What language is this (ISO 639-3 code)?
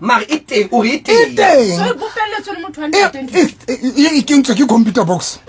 sot